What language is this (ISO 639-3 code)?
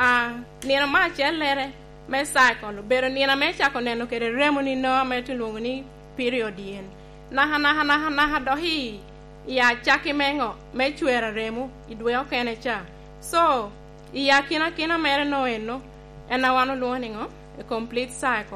laj